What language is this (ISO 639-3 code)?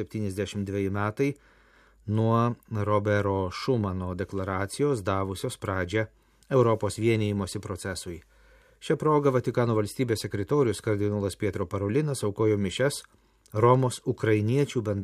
lit